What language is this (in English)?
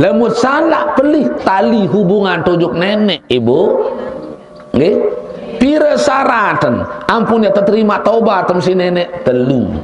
Sasak